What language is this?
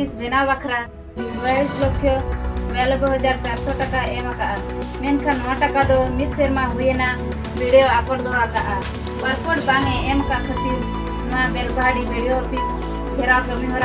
Santali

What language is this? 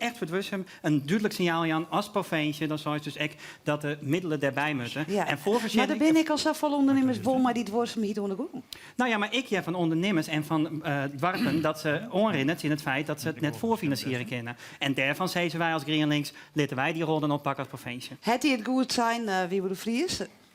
Western Frisian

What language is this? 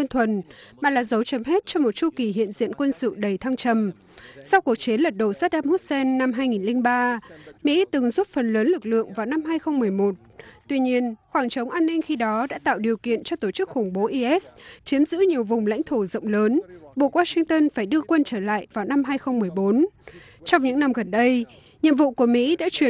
Vietnamese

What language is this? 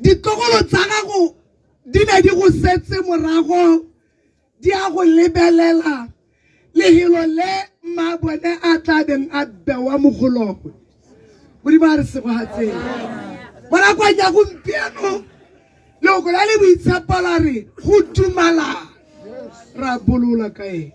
Tswana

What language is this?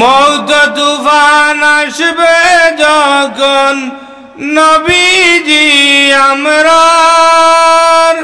Sylheti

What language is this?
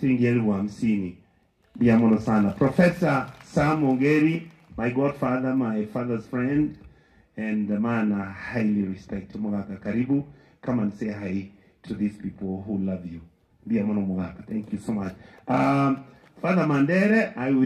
Gusii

